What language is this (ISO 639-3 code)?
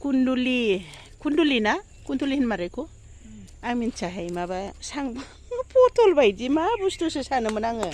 brx